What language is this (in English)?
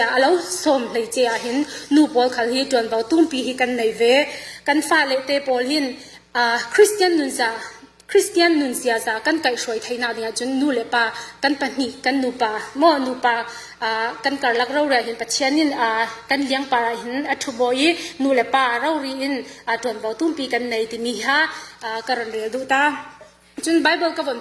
Falam Chin